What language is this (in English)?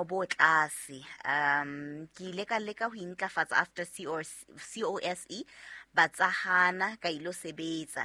Southern Sotho